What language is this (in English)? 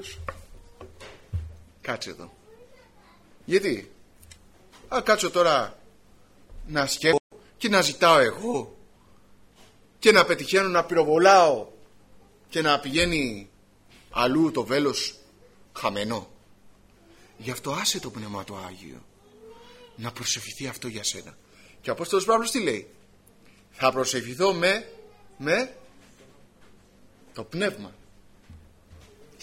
Greek